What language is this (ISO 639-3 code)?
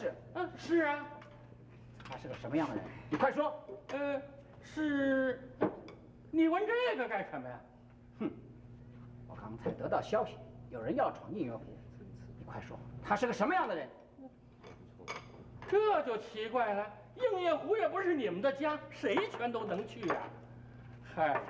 zho